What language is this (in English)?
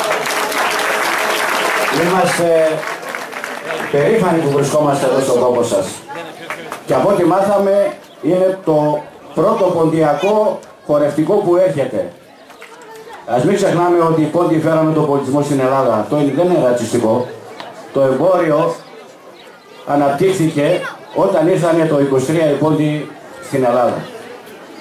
Greek